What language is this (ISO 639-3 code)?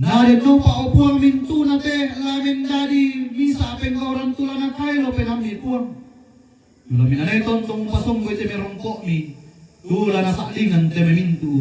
sda